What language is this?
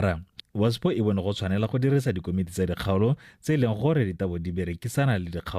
Tswana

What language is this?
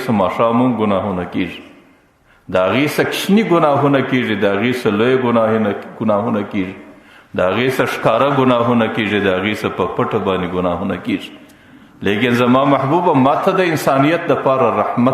Pashto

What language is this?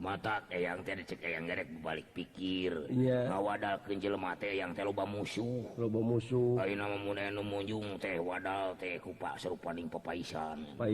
Sundanese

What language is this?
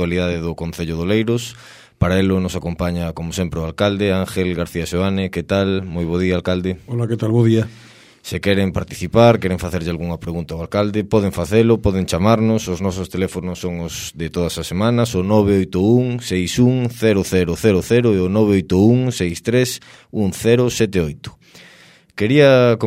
Galician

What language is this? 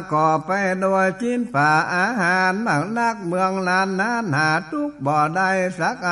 Northern Thai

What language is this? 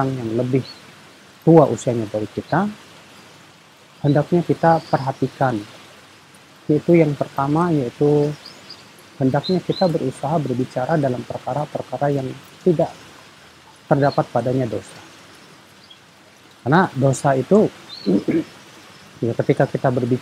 Indonesian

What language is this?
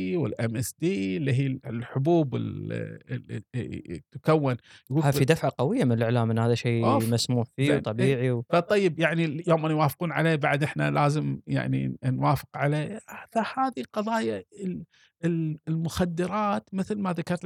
Gulf Arabic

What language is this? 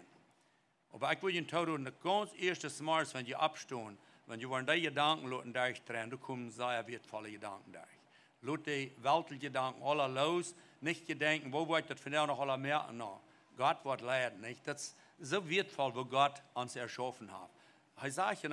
Plautdietsch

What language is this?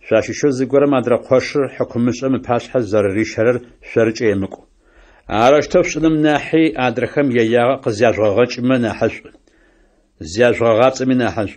Adyghe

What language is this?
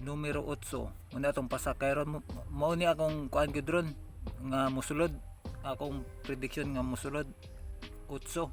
Cebuano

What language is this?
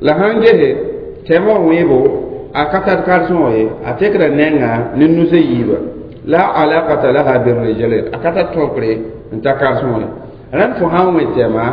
Mossi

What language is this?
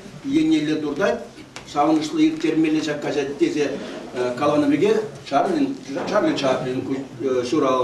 Chuvash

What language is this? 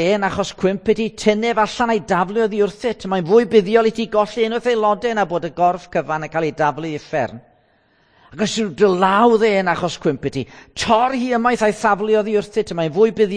Welsh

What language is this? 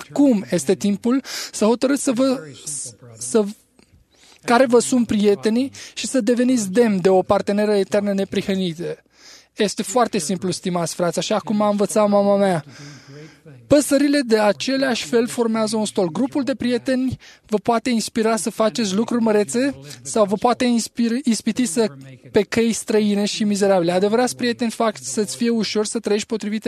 Romanian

